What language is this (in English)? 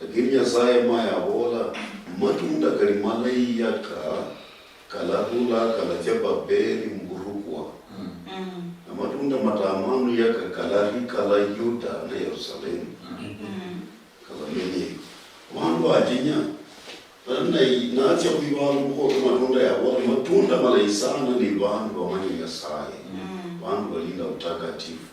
Luyia